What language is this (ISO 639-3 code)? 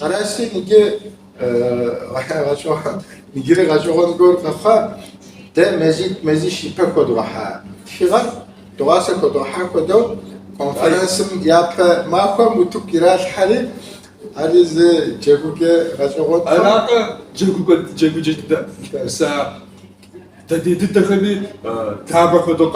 kbd